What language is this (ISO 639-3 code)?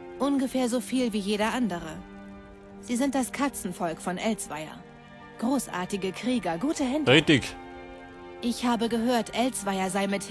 bar